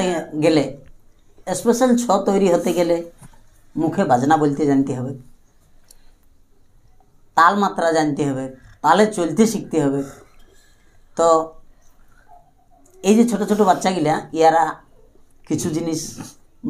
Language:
Bangla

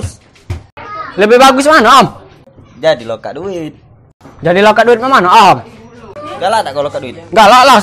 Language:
Musi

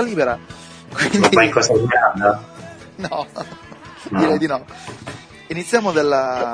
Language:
Italian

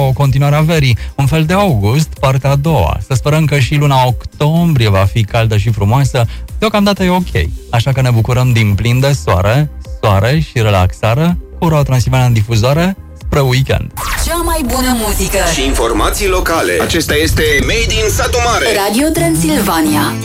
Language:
Romanian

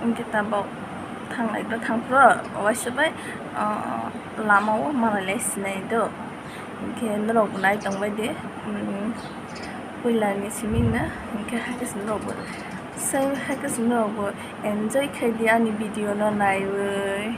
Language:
Kok Borok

